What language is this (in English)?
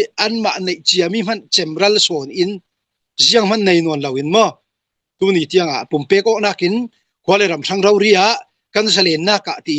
Hakha Chin